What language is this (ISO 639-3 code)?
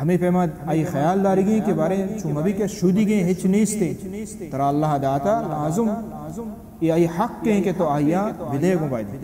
bal